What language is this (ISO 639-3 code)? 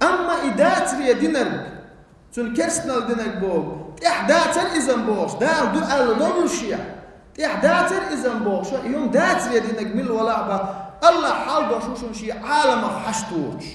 che